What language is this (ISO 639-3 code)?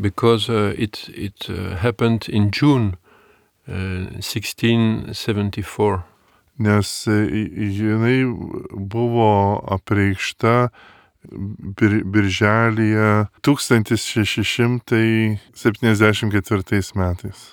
lit